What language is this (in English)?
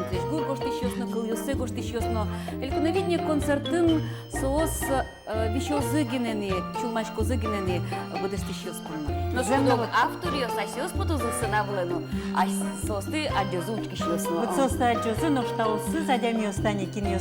Udmurt